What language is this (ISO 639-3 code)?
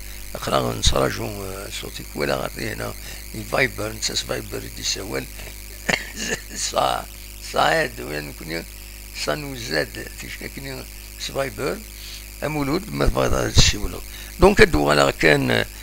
kab